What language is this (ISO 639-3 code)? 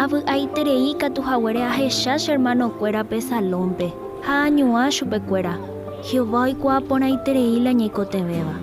grn